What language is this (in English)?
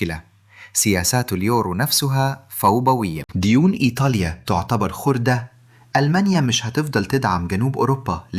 Egyptian Arabic